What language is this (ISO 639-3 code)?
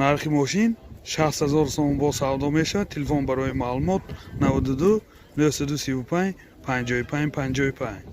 tgk